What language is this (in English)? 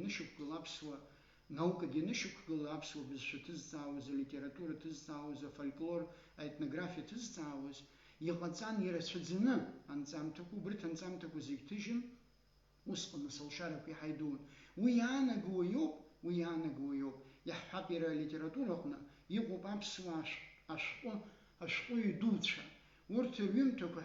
Abkhazian